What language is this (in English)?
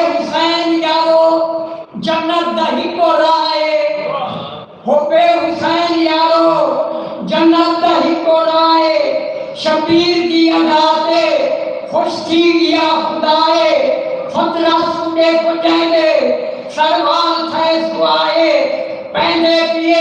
Saraiki